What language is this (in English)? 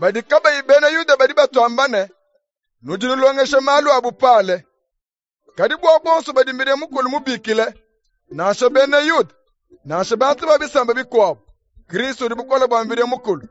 Luba-Lulua